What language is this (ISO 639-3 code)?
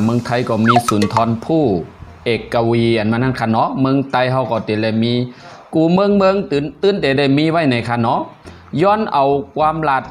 shn